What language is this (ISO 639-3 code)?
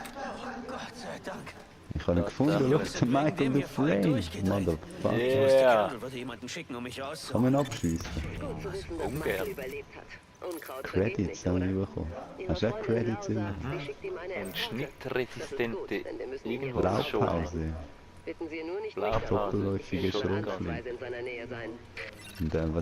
gsw